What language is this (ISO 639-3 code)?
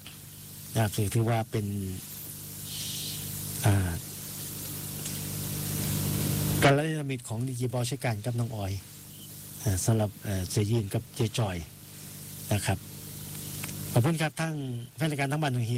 tha